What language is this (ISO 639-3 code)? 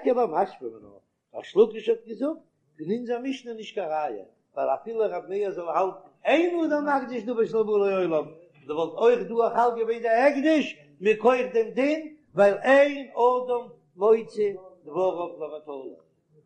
yid